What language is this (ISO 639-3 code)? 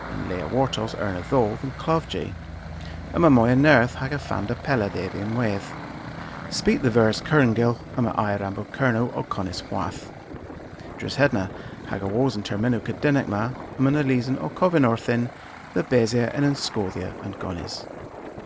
cor